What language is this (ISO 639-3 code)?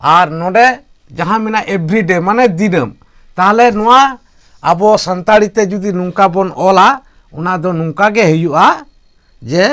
sat